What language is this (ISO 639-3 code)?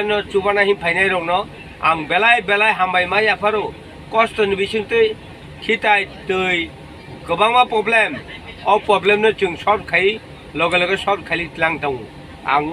trp